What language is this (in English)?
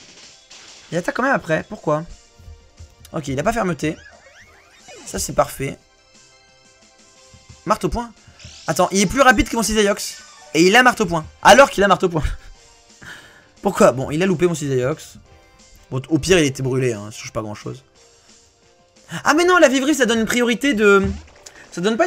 French